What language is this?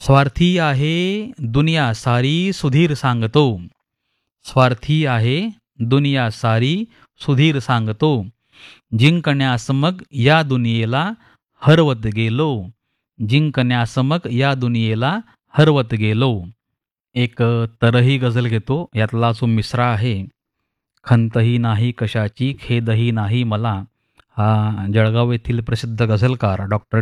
Marathi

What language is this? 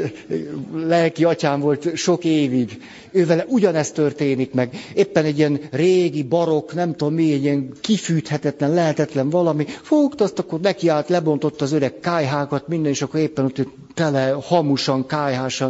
Hungarian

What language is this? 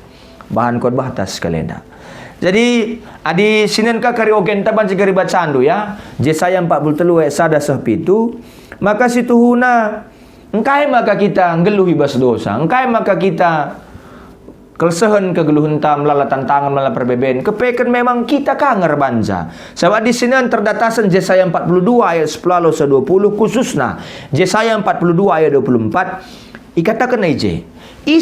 Batak Karo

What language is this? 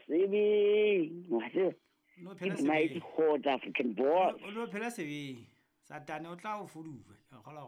Southern Sotho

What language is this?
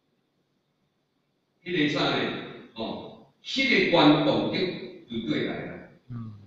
Min Nan Chinese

